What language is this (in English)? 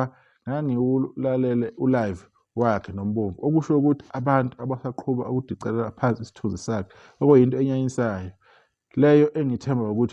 Zulu